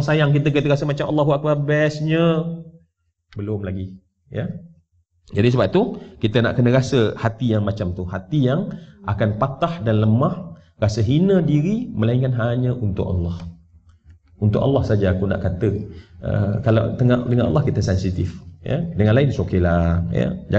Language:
Malay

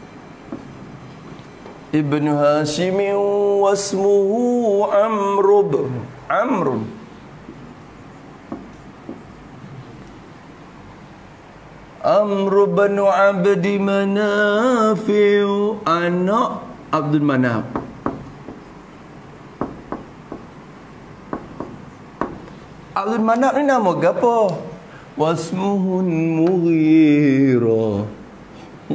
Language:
Malay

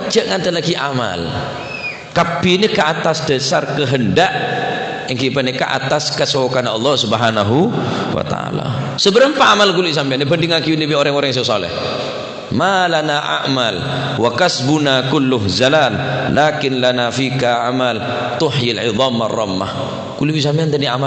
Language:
Madurese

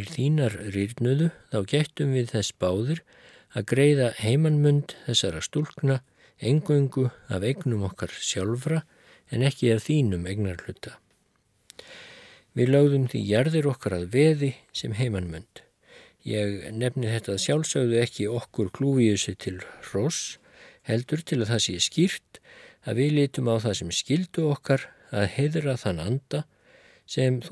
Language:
Icelandic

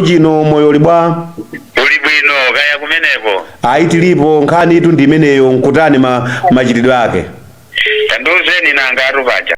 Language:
Nyanja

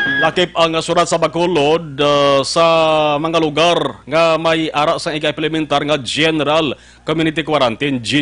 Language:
Hiligaynon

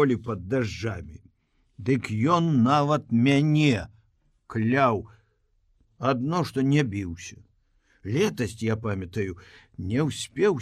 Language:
Belarusian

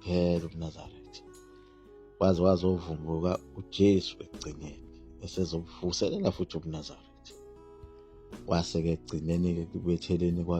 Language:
Zulu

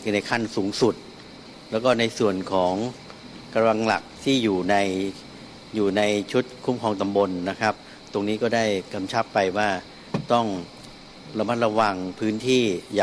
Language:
Thai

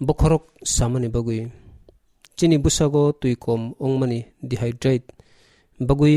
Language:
Kok Borok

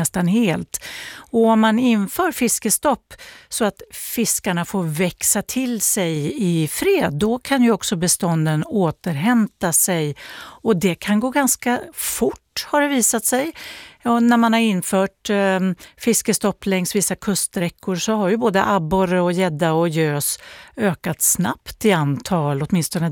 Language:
Swedish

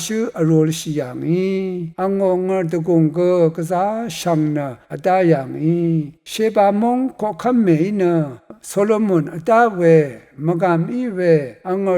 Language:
Rawang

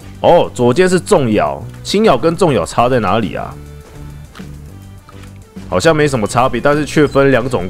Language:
Chinese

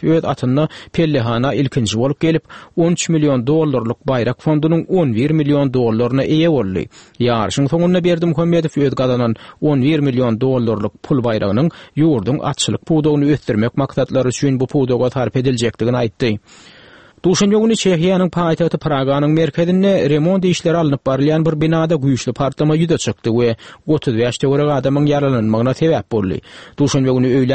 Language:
Turkmen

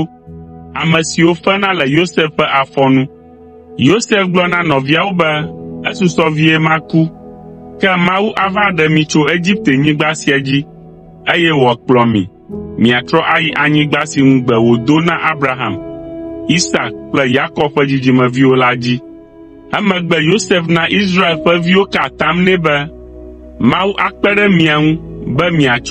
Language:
Ewe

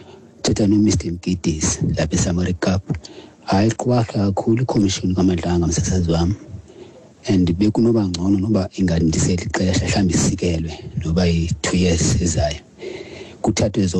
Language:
Xhosa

